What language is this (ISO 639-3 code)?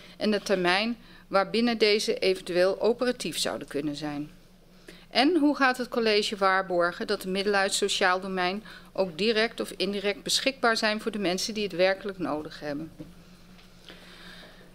nld